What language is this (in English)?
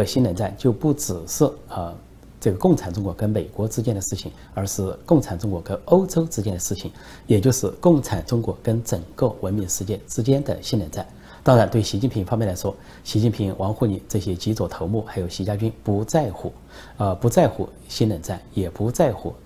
Chinese